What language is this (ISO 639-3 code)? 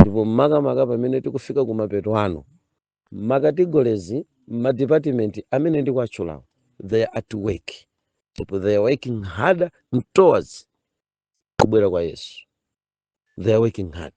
nya